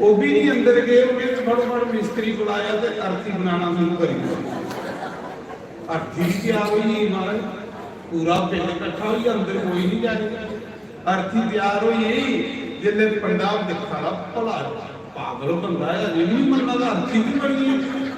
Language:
Dogri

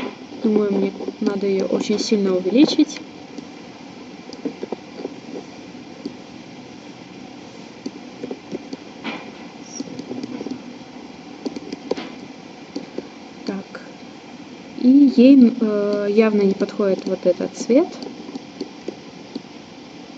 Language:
Russian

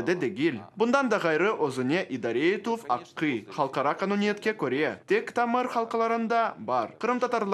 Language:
Crimean Tatar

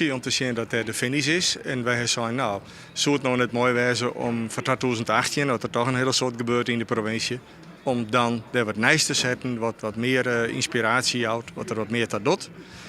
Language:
Western Frisian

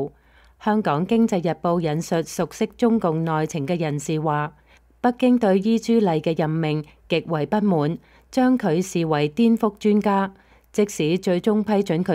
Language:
Cantonese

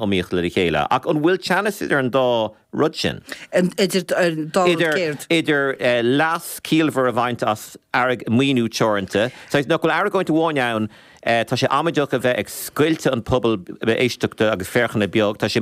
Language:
Irish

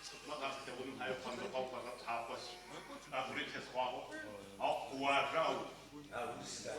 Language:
Adyghe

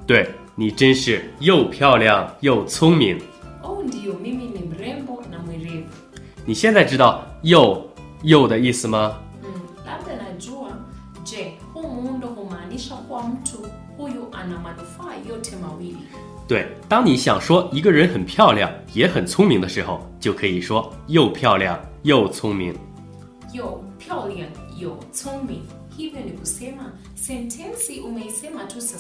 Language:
Swahili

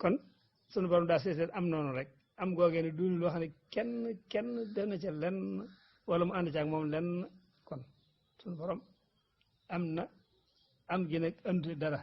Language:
Wolof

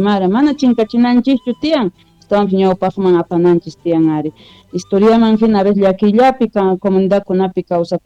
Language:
South Bolivian Quechua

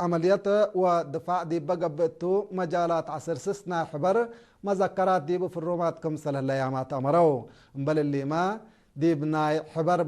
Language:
Tigre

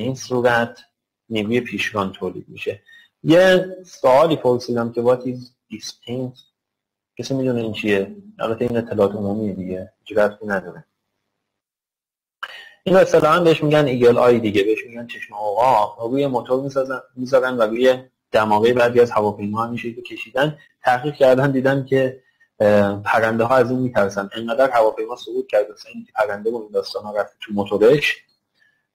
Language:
Persian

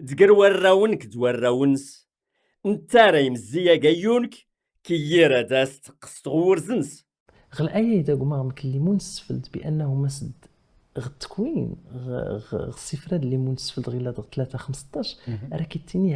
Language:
Kabyle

